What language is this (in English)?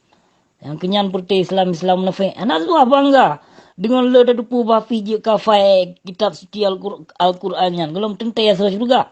Achinese